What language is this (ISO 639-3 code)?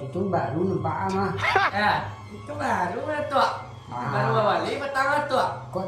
min